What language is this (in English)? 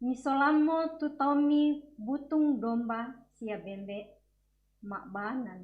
Toraja-Sa'dan